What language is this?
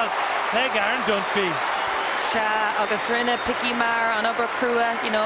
Irish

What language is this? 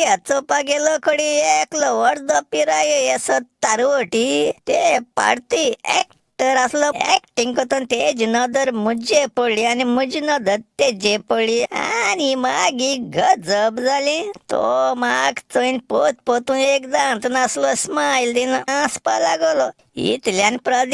Konkani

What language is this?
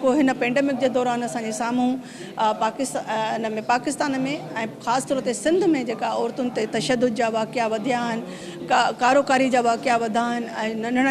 Sindhi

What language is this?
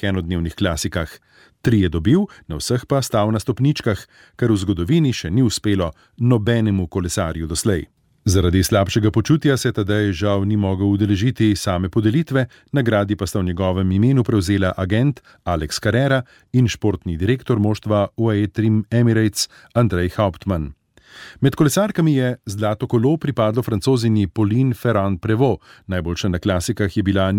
Slovenian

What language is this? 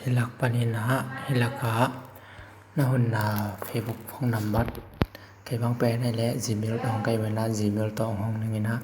Tedim Chin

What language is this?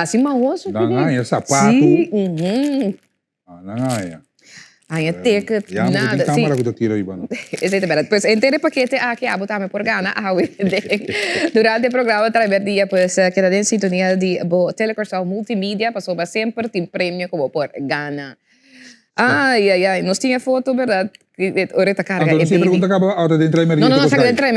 Papiamento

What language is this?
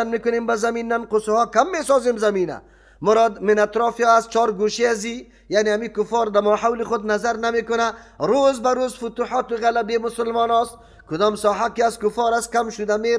Persian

